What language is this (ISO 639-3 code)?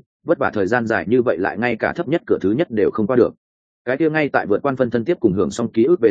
vie